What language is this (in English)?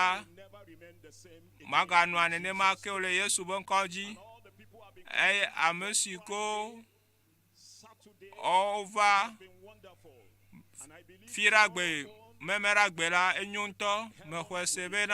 Ewe